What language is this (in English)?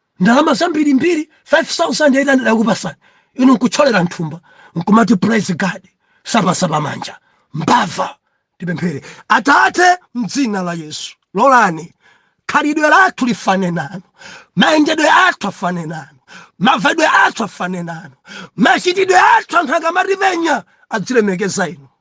Nyanja